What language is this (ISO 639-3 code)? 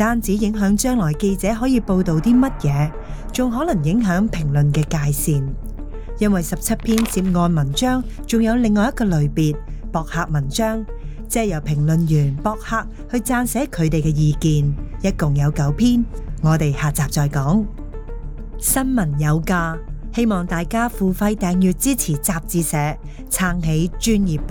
yue